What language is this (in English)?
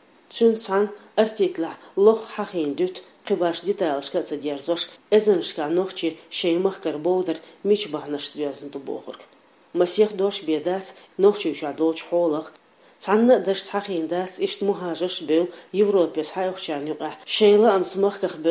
Chechen